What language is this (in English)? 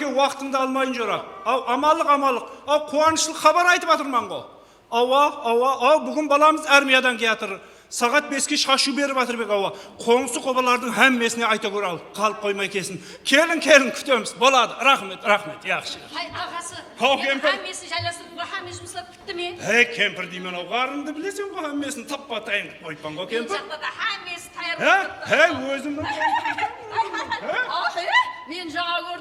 Kara-Kalpak